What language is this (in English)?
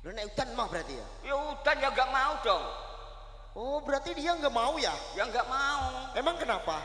Javanese